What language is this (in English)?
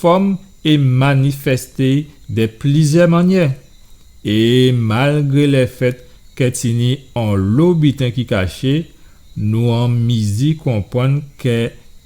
Guadeloupean Creole French